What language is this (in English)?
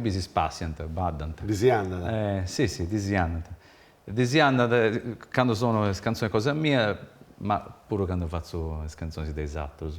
Sardinian